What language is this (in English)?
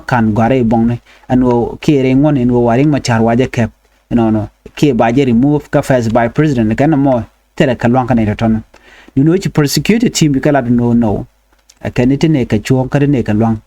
Nuer